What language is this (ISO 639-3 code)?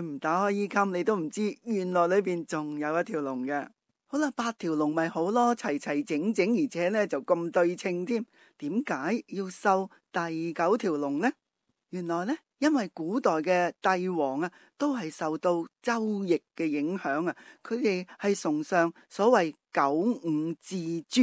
yue